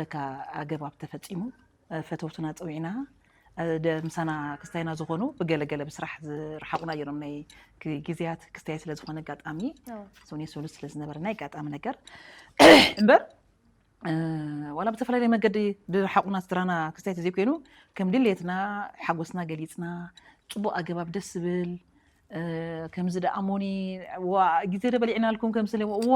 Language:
Tigrinya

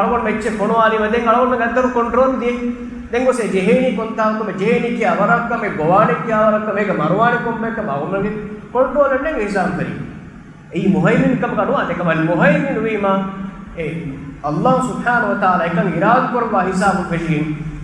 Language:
Divehi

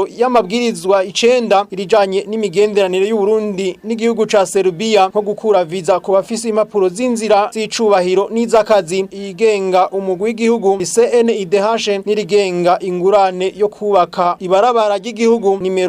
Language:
Rundi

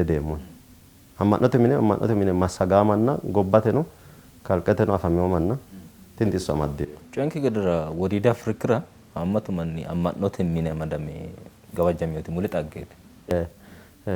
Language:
Sidamo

